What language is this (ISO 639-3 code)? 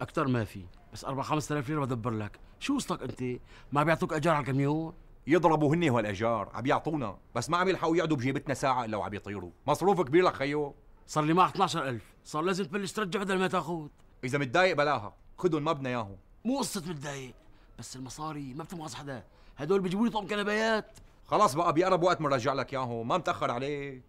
apc